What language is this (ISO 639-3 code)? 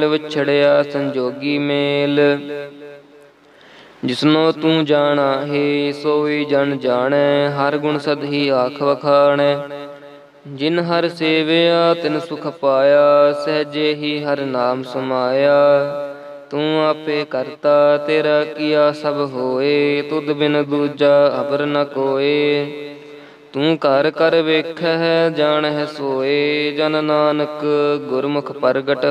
pan